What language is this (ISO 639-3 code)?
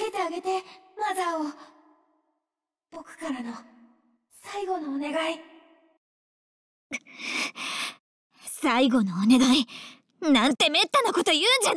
jpn